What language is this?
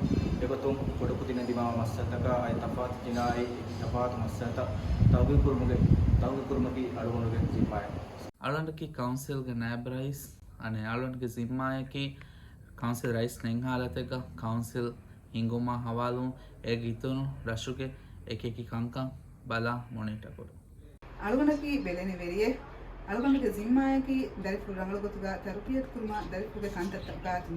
Divehi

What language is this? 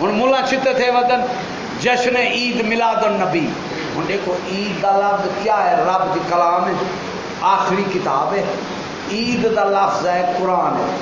Saraiki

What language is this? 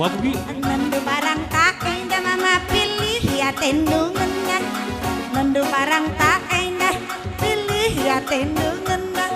Batak Karo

